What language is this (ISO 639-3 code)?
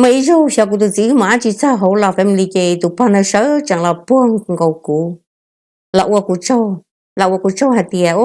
hmn